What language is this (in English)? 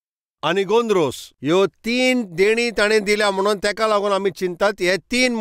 Konkani